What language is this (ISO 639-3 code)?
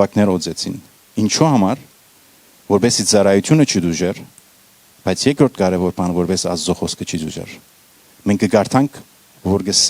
hyw